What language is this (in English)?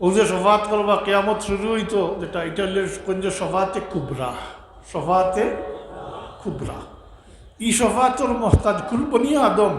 Sylheti